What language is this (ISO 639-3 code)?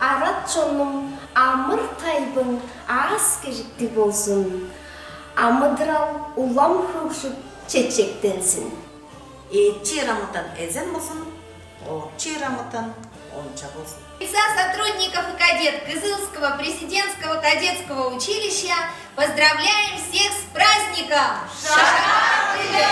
tyv